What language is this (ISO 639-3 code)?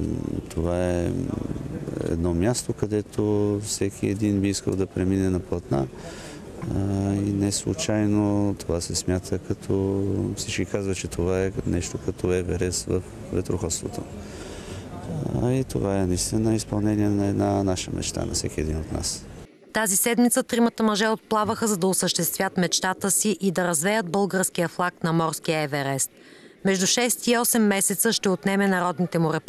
bul